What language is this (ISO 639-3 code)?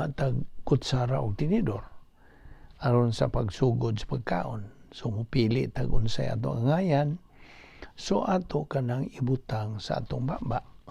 ceb